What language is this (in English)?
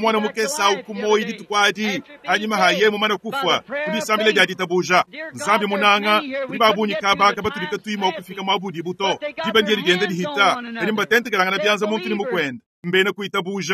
Luba-Lulua